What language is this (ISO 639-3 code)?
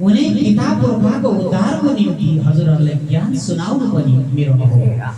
nep